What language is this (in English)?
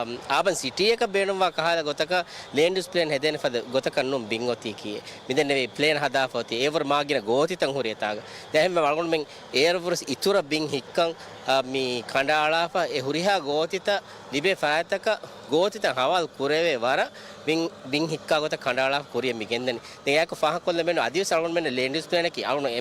Divehi